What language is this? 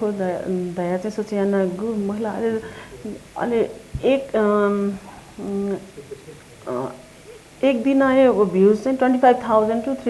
Newari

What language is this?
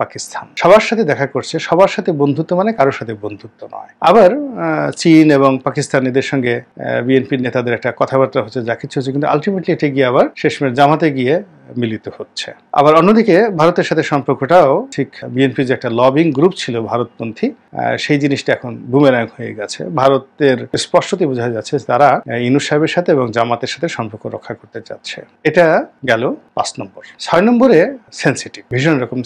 Bangla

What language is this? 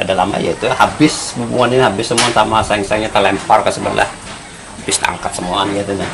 Banjar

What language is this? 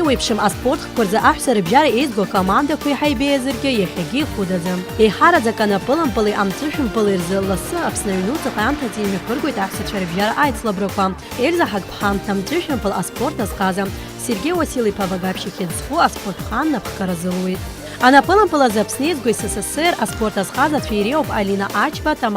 Abkhazian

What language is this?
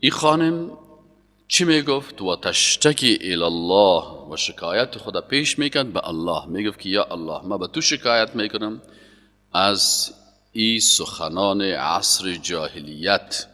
Persian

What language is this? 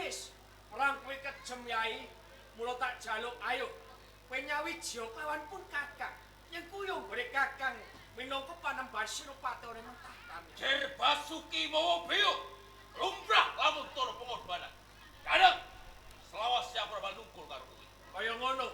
Javanese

